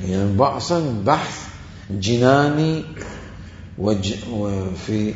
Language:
Mesopotamian Arabic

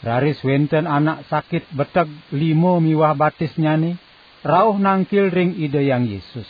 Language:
Balinese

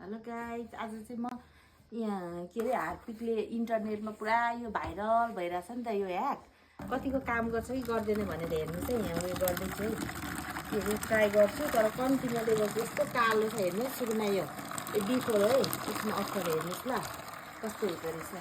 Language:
Nepali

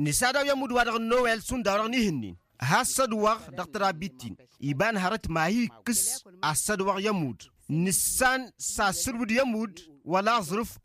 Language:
Tamasheq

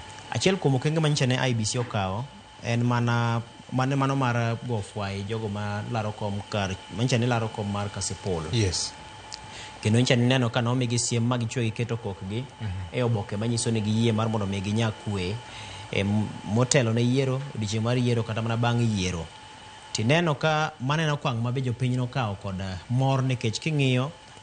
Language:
Luo (Kenya and Tanzania)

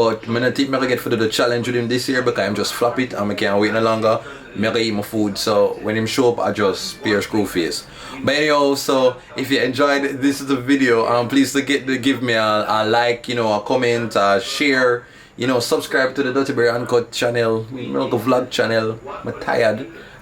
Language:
Jamaican Creole English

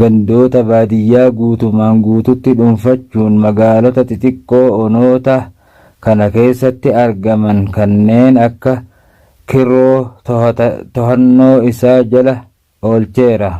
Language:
Oromo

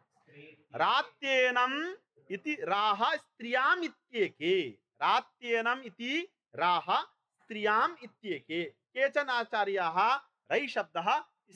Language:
Sanskrit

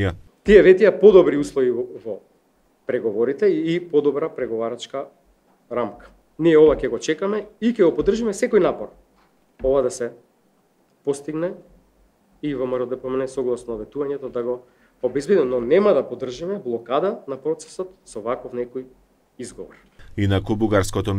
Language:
Macedonian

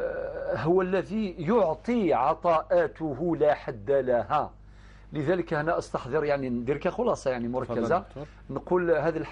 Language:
Algerian Arabic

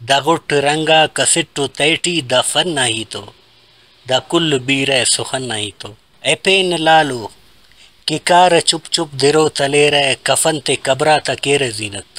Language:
Brahui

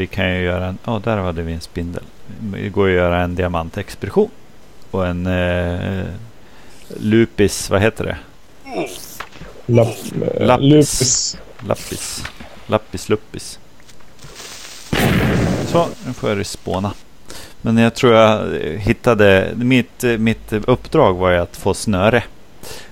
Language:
Swedish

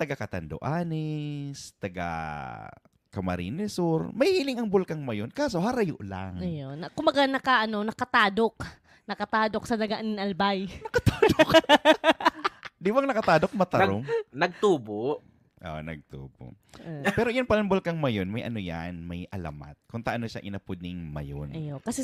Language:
Bikol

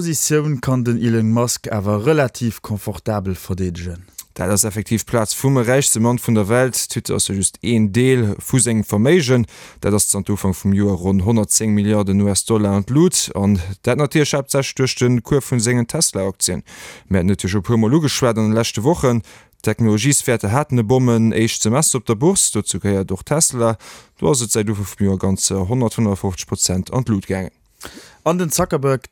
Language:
Luxembourgish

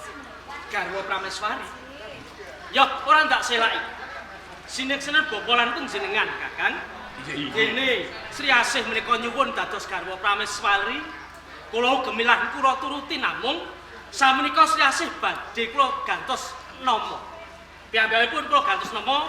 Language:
Javanese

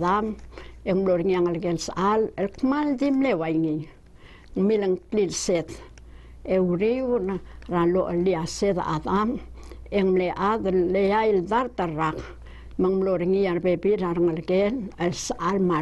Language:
Palauan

